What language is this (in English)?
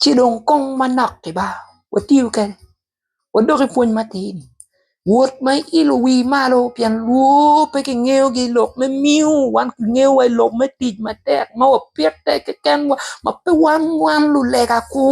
Acoli